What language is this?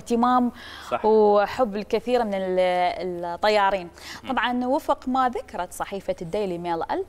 Mesopotamian Arabic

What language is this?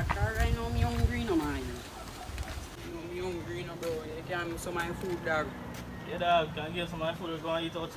Jamaican Creole English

